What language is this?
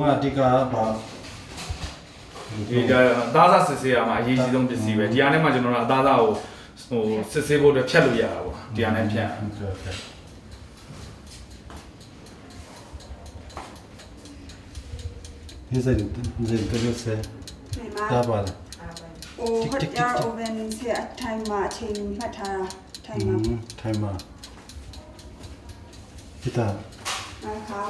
Burmese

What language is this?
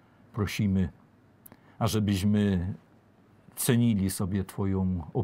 Polish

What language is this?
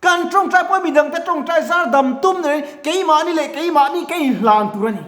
Mizo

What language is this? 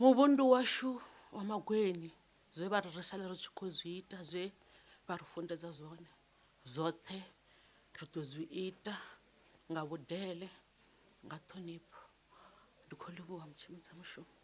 Venda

